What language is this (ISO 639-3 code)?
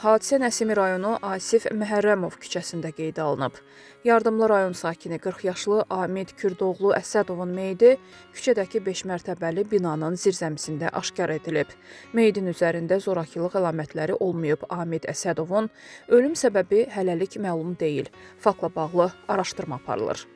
aze